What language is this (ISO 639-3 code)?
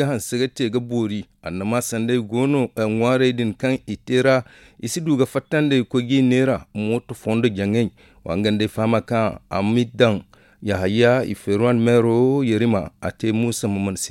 dje